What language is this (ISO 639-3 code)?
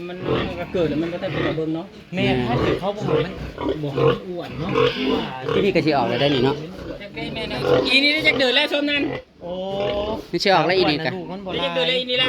tts